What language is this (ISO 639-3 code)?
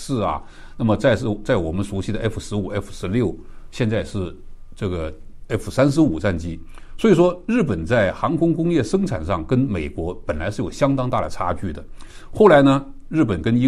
zho